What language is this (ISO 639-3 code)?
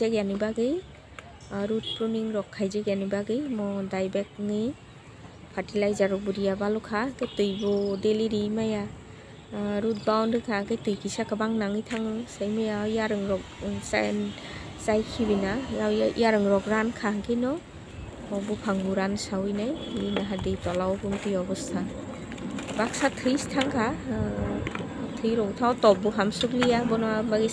trp